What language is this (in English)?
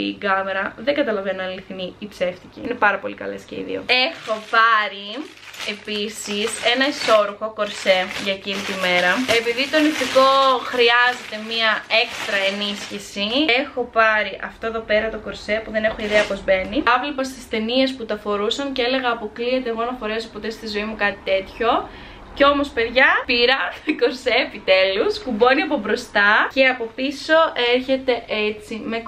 Greek